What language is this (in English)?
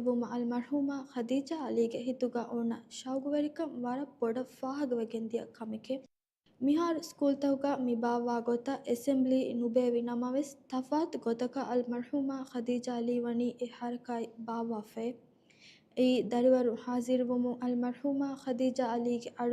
Divehi